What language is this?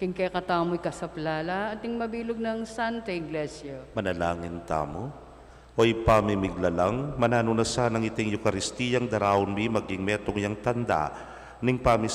Pampanga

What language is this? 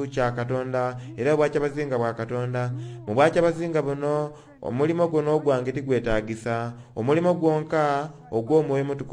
Soga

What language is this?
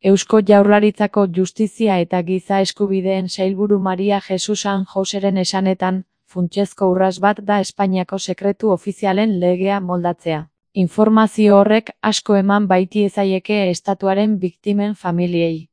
Basque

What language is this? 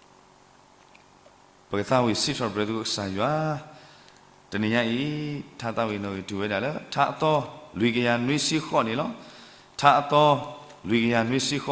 S'gaw Karen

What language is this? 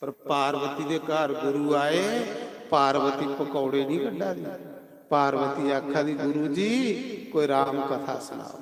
Dogri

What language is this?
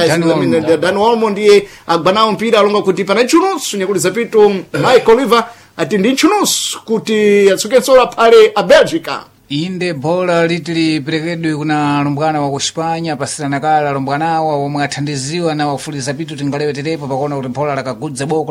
Sena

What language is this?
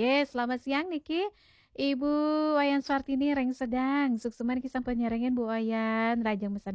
Balinese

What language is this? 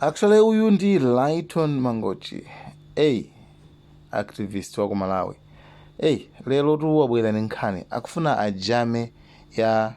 Nyanja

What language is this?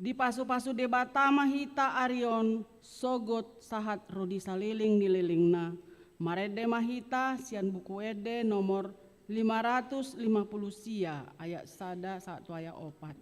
Batak Toba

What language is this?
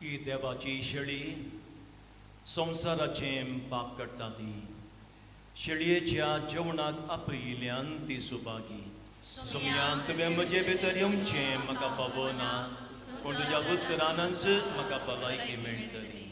Konkani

